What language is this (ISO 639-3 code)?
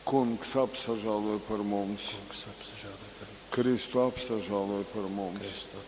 ltg